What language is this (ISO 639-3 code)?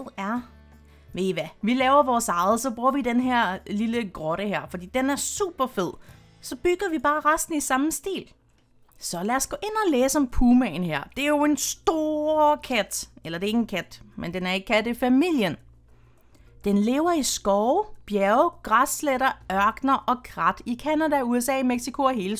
dan